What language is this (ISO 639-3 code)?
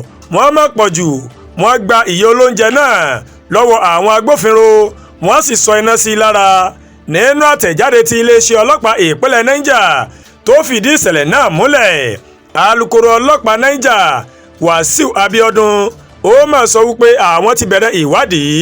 yor